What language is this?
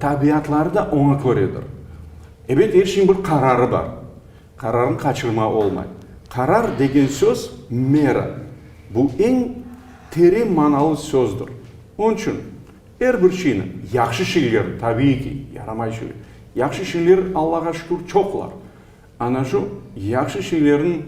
Crimean Tatar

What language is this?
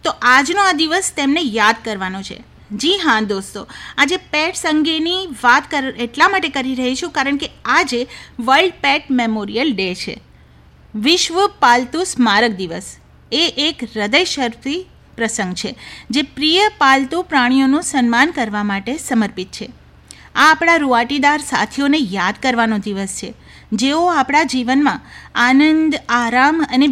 Gujarati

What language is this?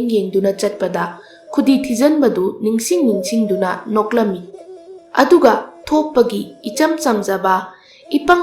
Manipuri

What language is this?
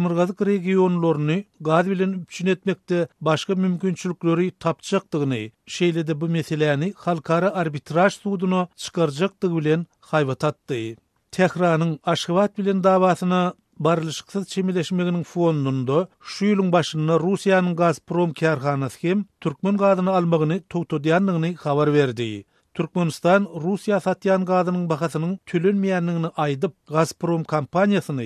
Turkmen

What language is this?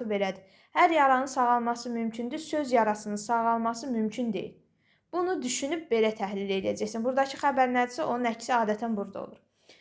Azerbaijani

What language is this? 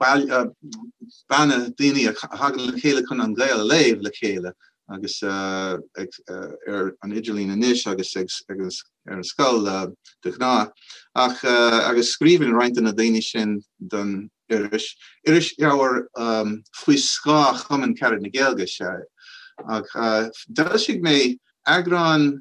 Irish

